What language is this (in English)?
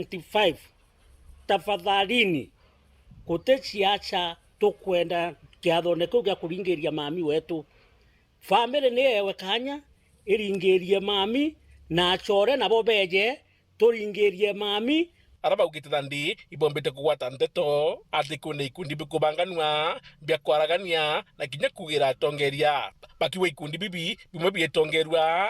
Meru